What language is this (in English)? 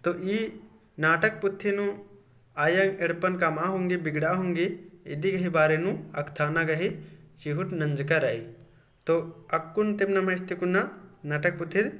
Kurukh